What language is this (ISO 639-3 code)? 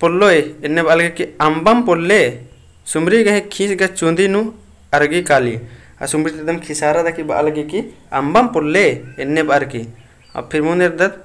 kru